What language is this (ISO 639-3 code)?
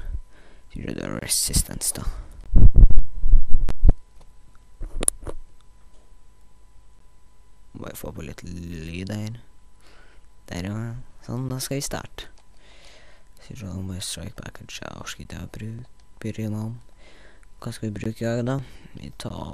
nor